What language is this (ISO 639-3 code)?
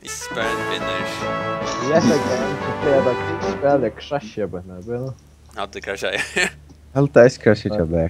fao